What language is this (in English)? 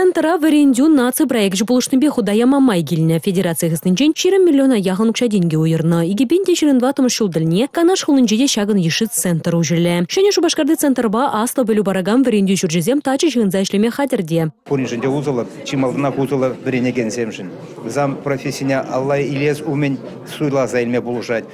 Chuvash